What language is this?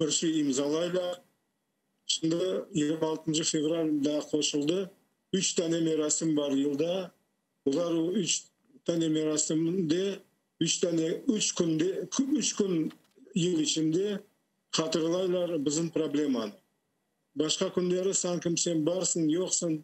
Crimean Tatar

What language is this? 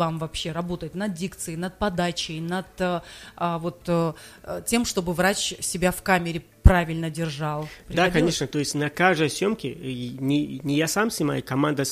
Russian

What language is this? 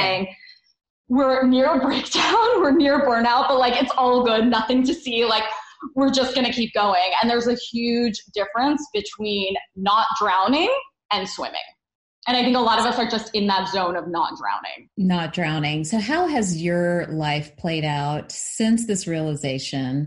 English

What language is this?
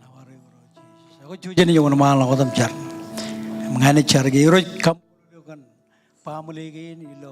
Marshallese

